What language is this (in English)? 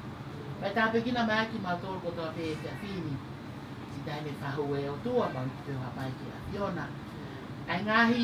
Tongan